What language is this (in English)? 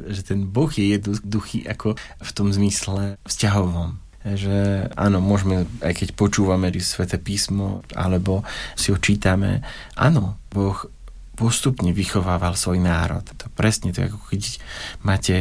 Slovak